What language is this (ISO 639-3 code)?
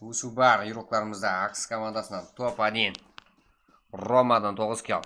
kaa